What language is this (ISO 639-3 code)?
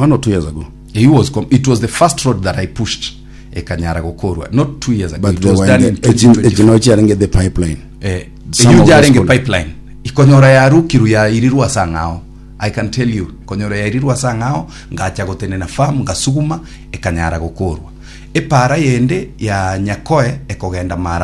guz